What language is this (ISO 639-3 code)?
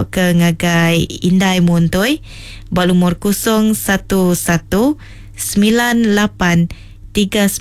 iba